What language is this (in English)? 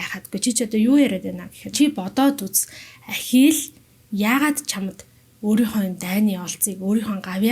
Mongolian